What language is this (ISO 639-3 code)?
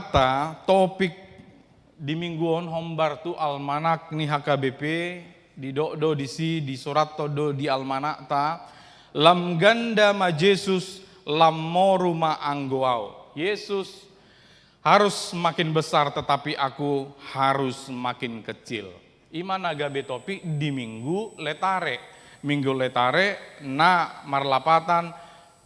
bbc